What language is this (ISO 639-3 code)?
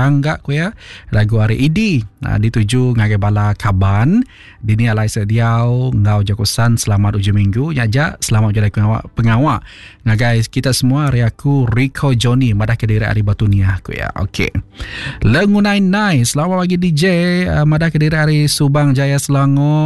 iba